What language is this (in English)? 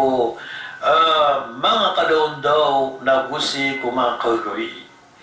Maranao